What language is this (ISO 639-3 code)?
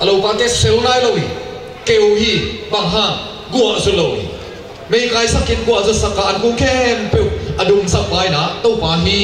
ctd